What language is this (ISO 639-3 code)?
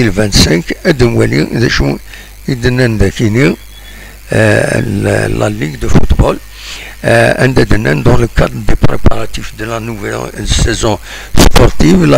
kab